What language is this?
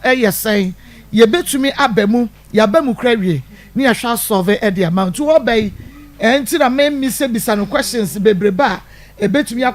Akan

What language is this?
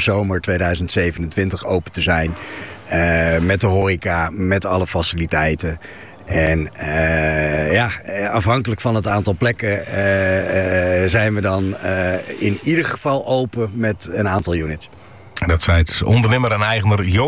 Dutch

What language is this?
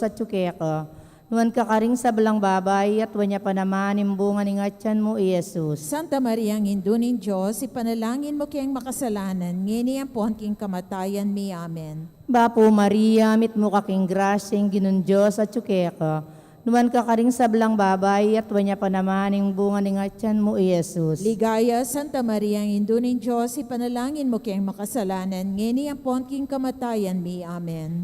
Pampanga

